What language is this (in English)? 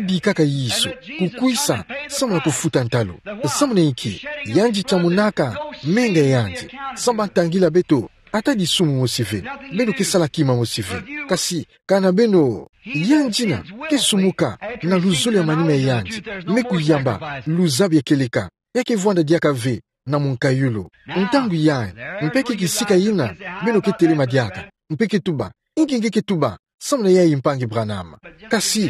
Kituba (Democratic Republic of Congo)